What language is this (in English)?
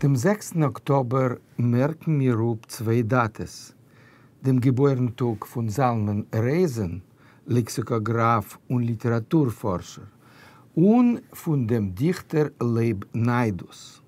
Yiddish